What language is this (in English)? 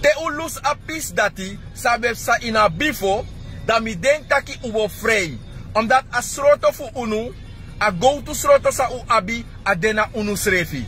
Sranan Tongo